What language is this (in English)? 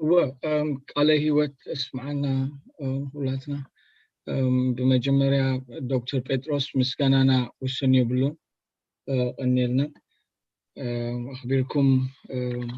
Tigrinya